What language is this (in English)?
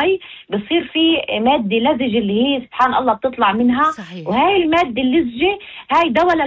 North Levantine Arabic